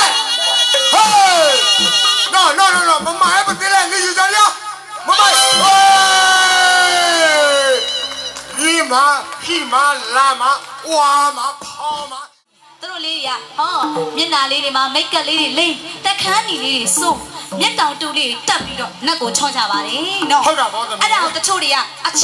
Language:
Burmese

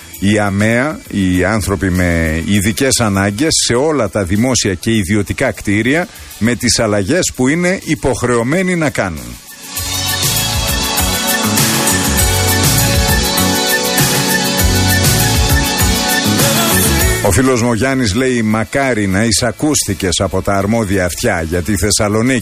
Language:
Greek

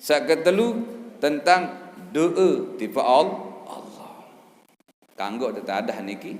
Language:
Sasak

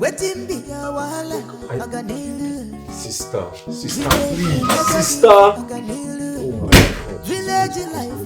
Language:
Nigerian Pidgin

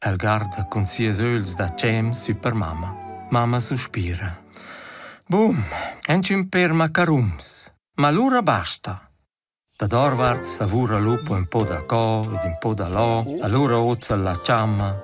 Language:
Romansh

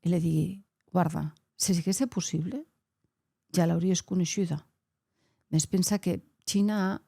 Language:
Occitan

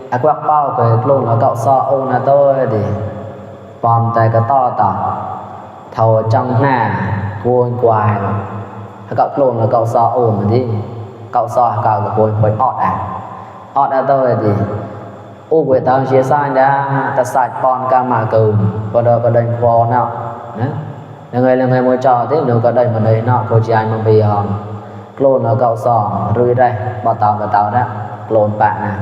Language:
Mon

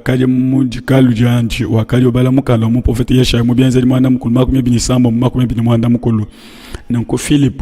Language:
Luba-Lulua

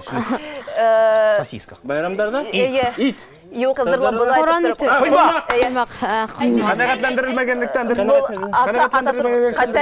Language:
Bashkir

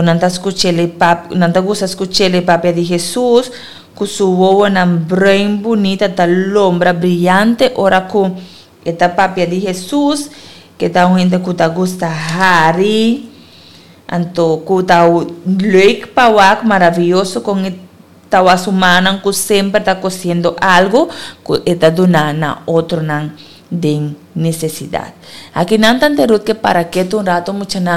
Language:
Papiamento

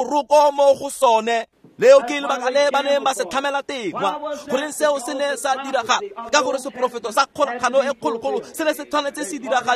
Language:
Tswana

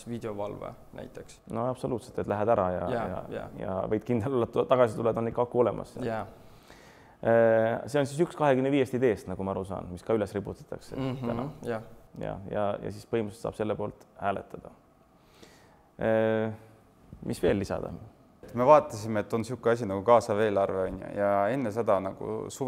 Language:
Estonian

